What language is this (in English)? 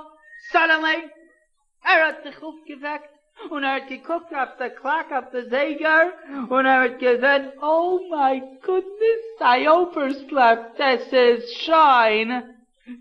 Yiddish